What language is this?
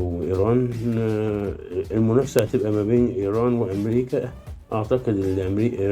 Egyptian Arabic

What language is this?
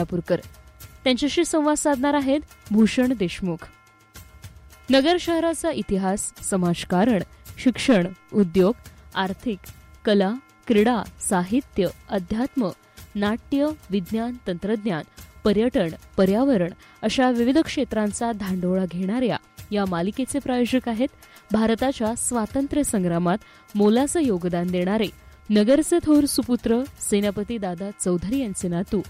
Marathi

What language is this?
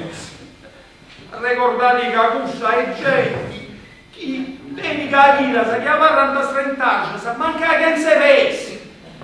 Sardinian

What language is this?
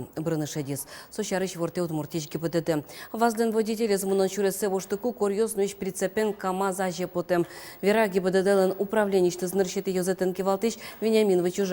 Udmurt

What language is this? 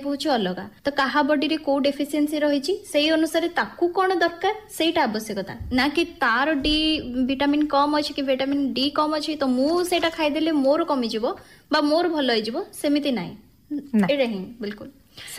Odia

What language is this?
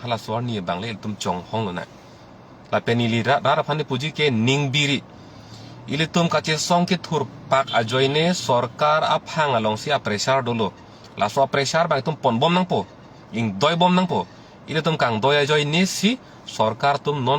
Karbi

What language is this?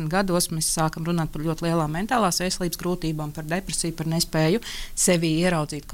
Latvian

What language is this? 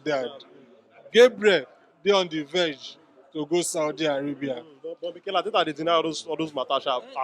Nigerian Pidgin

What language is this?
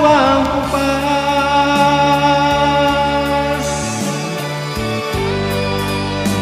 Filipino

